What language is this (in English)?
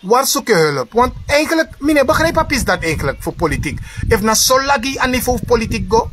Sranan Tongo